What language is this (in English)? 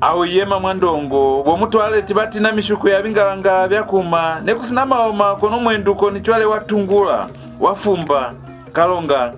Lozi